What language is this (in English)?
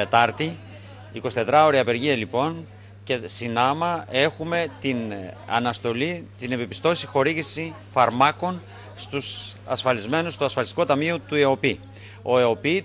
Greek